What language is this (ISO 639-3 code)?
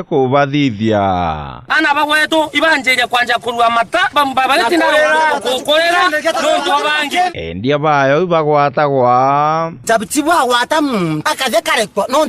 mer